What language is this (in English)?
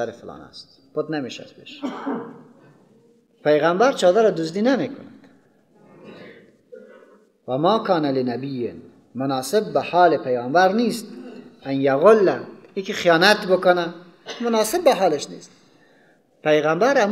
Persian